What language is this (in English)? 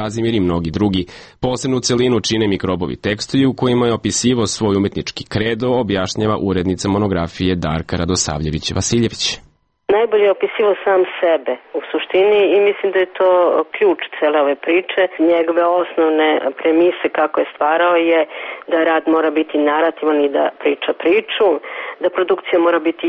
Serbian